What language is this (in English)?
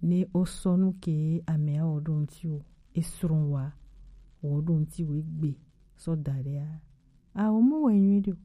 Gen